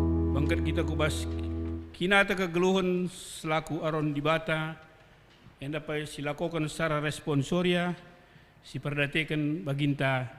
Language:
Batak Karo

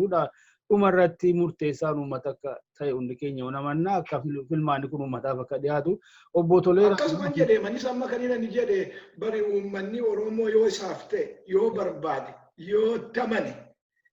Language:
Oromo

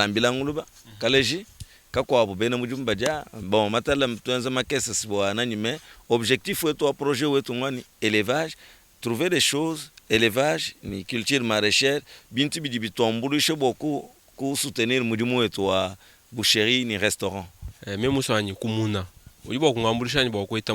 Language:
Luba-Lulua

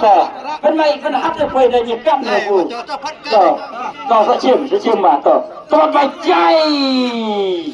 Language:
Khasi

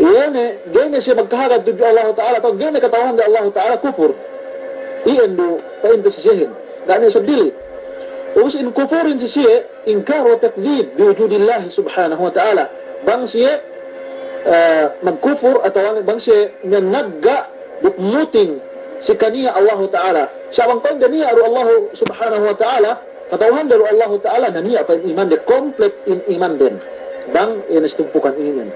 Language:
Yakan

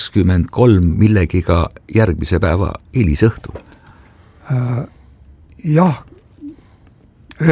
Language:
Estonian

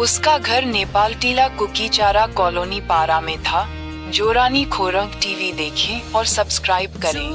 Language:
Riang (India)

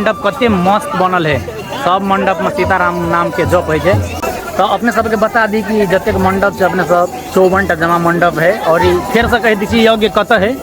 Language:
Maithili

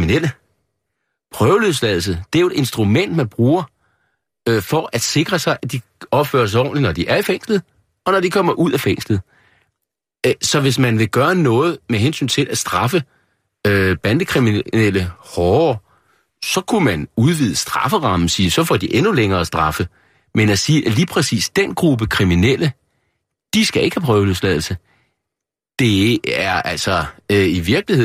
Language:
Danish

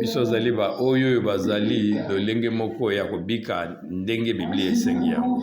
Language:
Lingala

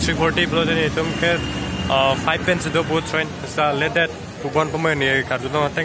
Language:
Karbi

